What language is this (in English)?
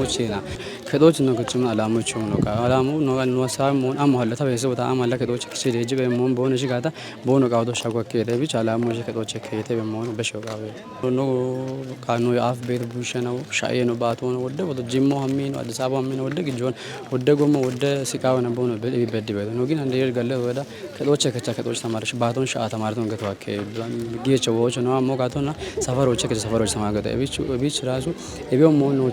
Kafa